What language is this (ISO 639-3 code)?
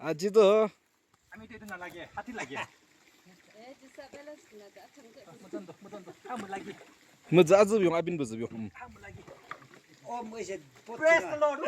nag